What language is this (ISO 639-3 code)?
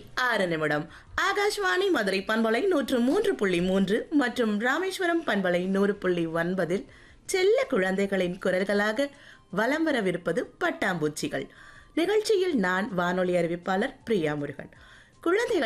tam